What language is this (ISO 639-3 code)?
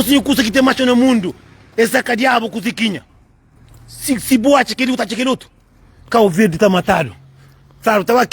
kea